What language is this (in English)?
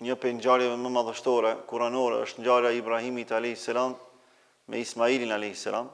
Albanian